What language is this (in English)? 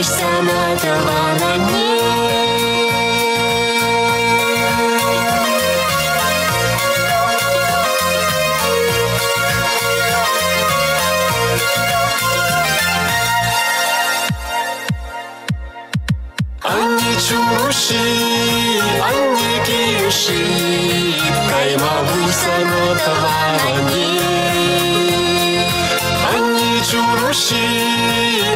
Chuvash